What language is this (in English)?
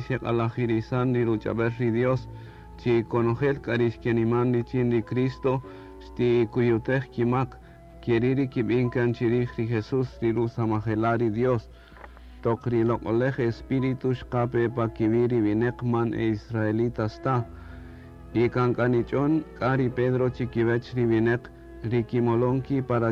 Kaqchikel